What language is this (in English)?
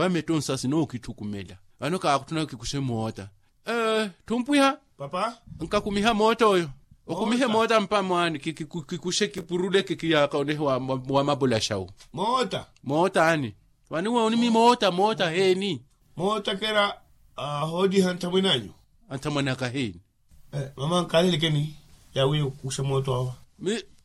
Makhuwa